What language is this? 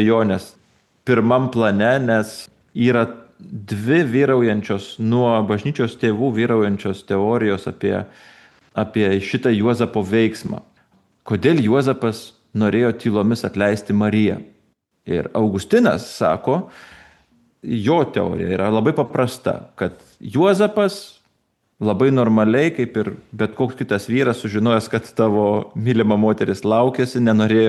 Lithuanian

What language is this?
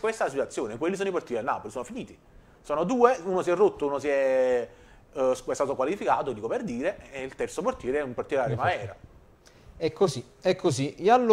Italian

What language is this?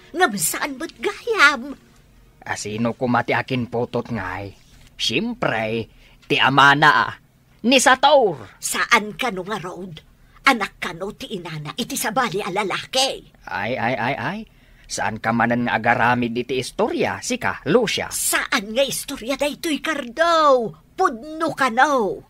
Iloko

